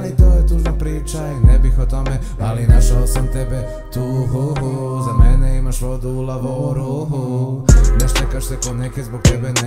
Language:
Croatian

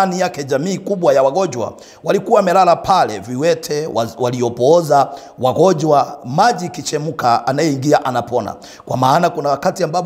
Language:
Swahili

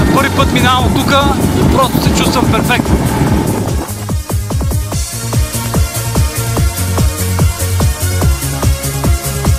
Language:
Bulgarian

